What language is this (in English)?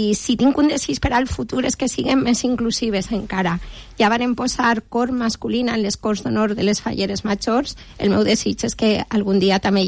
Catalan